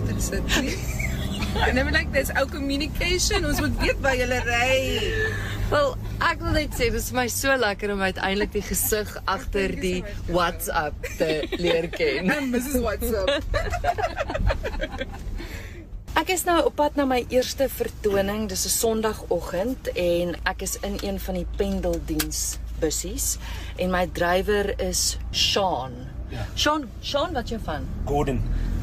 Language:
Afrikaans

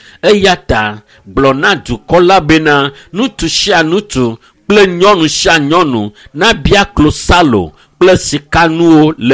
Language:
Ewe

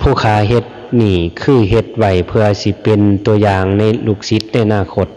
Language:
Lao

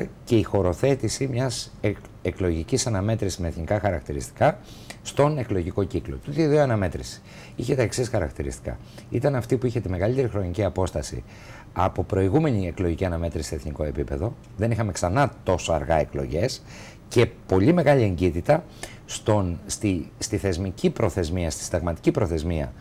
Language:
Greek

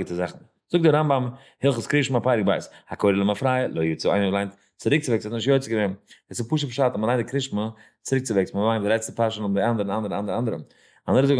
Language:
Yiddish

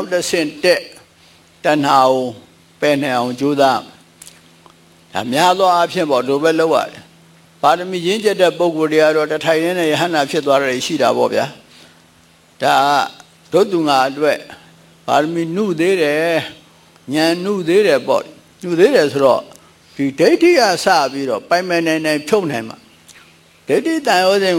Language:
Burmese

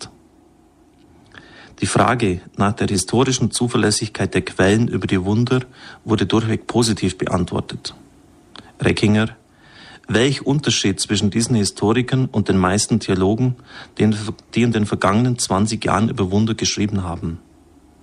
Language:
German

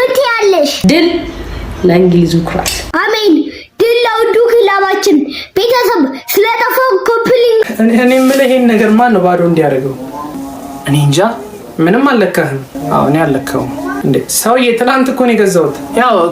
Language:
Amharic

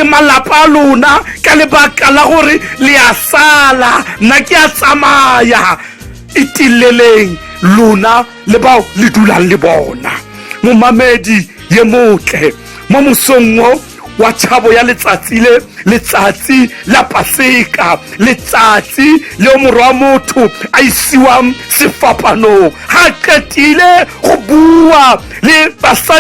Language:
Tswana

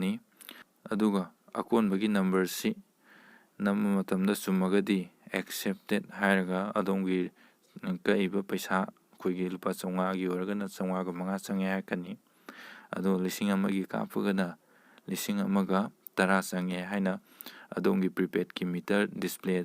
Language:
Manipuri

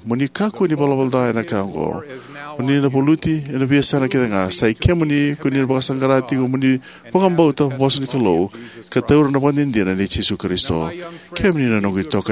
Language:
Fijian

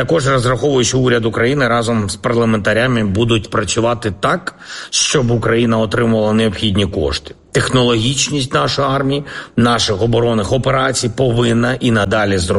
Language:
Ukrainian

